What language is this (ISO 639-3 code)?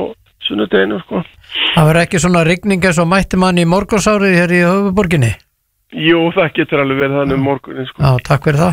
isl